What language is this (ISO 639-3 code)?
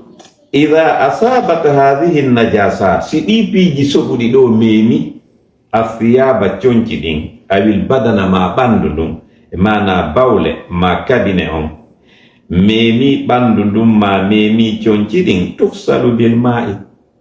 ful